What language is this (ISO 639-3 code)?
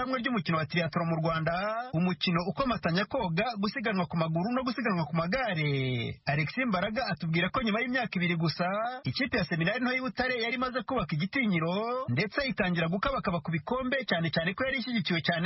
kin